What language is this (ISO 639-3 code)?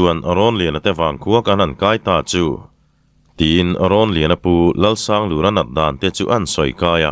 lus